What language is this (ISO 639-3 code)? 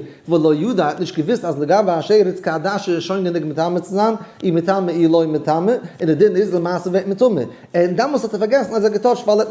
yid